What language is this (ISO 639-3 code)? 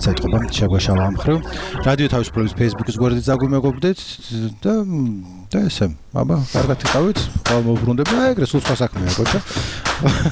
kat